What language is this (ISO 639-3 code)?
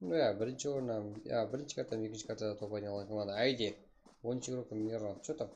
kaa